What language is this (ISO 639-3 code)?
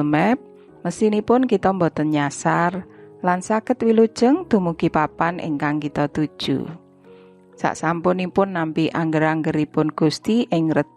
jav